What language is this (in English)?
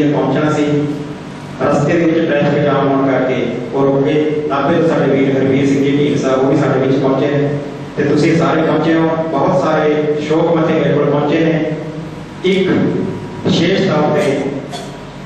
Punjabi